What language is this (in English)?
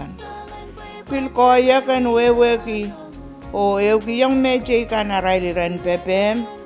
Pohnpeian